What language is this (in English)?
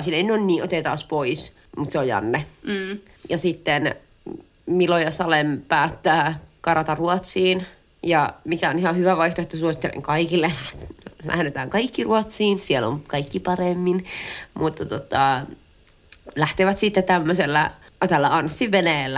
Finnish